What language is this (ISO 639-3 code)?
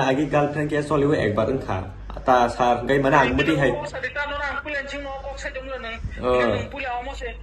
trp